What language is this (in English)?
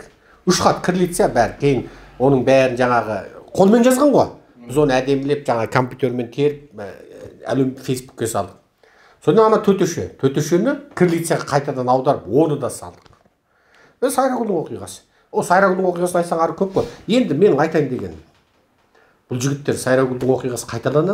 Kazakh